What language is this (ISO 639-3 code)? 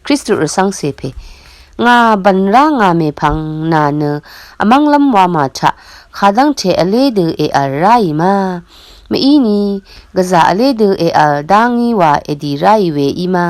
raw